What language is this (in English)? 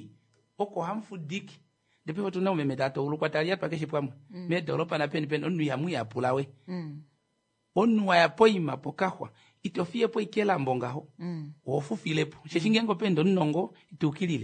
Kuanyama